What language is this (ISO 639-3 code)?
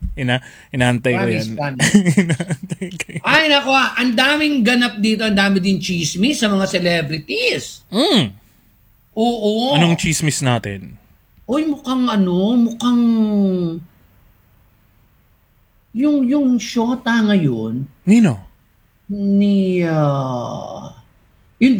fil